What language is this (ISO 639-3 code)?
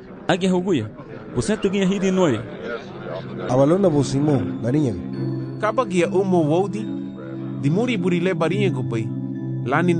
cab